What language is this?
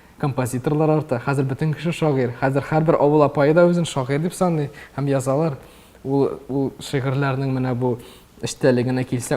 Tatar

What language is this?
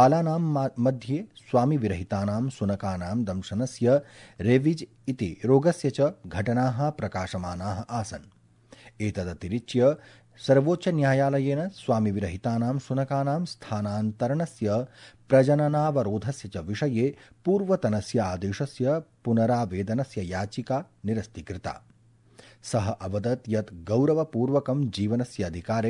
Sanskrit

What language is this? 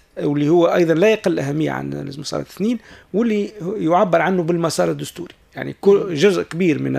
Tunisian Arabic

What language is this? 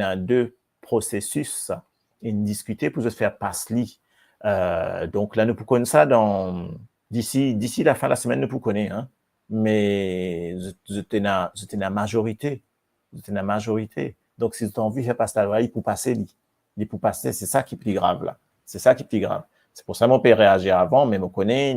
Morisyen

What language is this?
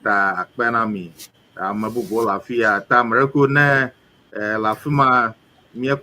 Ewe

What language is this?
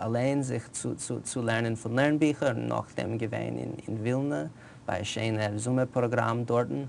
Yiddish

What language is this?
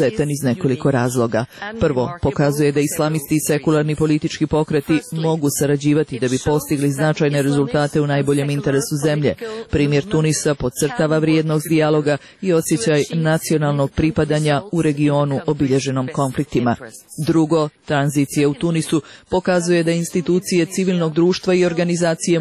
Serbian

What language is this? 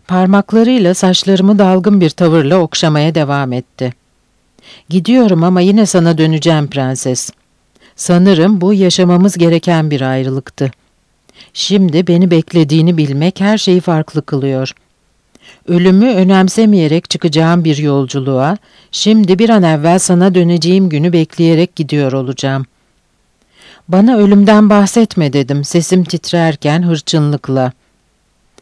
Turkish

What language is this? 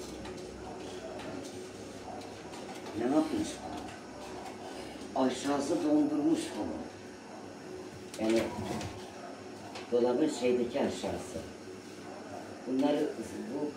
Turkish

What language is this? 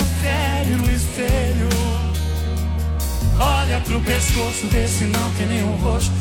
Portuguese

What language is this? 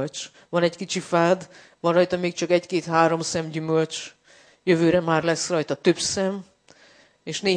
Hungarian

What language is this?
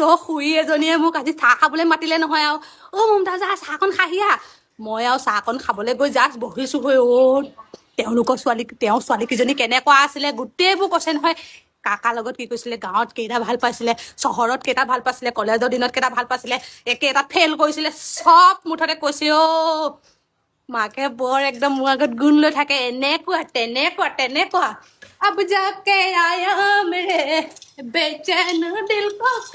Assamese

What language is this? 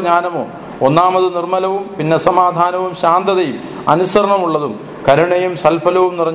Malayalam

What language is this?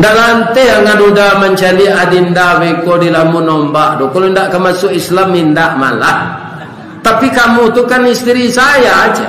Minangkabau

